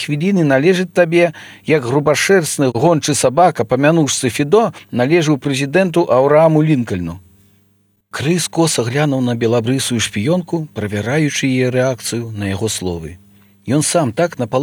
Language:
Belarusian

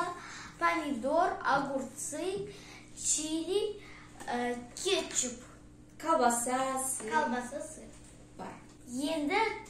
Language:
Kazakh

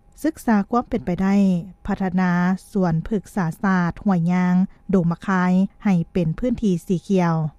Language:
Lao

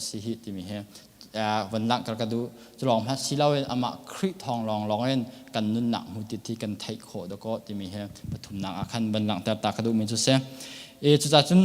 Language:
Hakha Chin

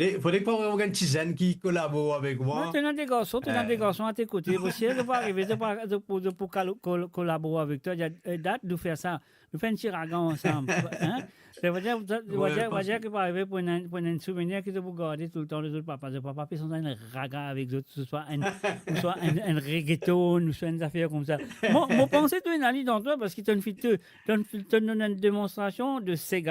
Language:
Morisyen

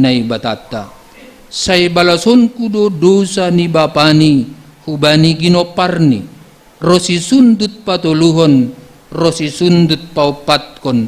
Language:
Batak Simalungun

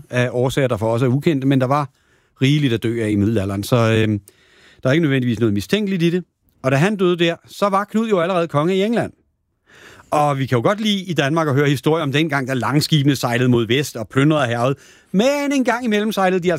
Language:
Danish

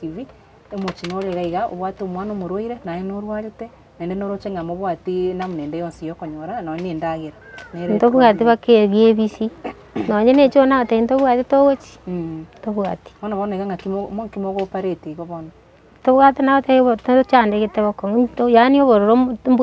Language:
Gusii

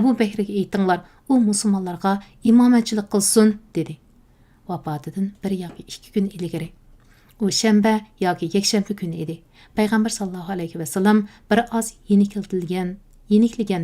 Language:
Uyghur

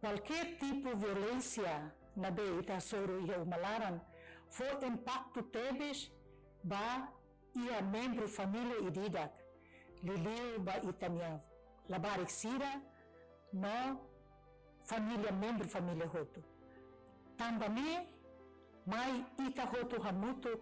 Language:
Tetum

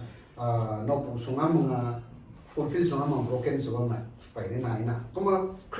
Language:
Rongmei Naga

